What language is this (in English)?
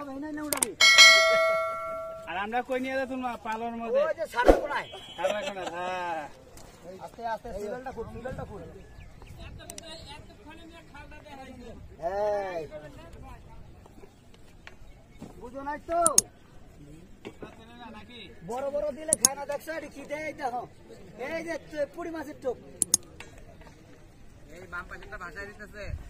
Bangla